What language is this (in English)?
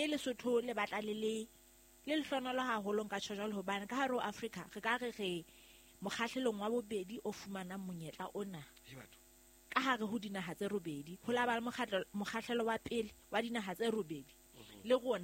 Southern Sotho